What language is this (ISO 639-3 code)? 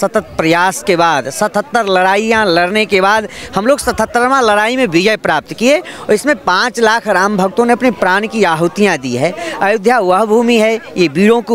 hin